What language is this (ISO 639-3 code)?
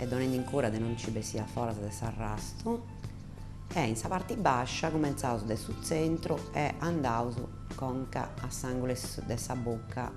srd